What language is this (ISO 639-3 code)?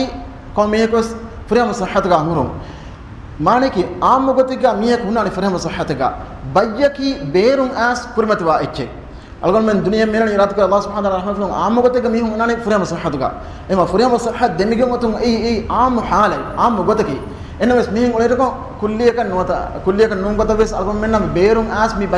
div